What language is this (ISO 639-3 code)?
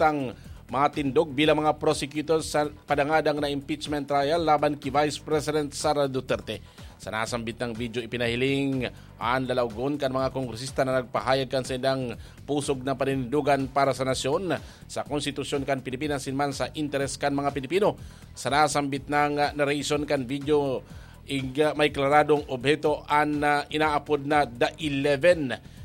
bik